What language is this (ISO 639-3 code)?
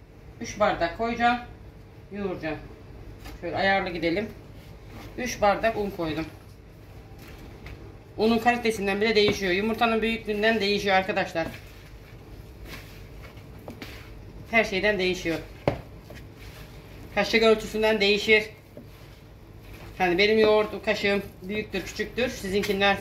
tur